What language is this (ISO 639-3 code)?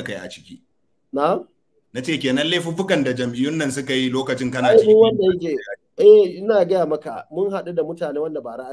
hau